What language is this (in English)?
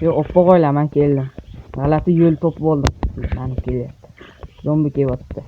Uzbek